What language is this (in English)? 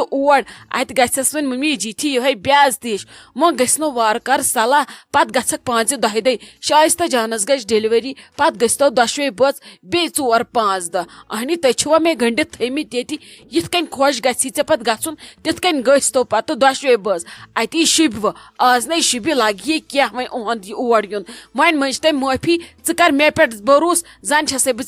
Kashmiri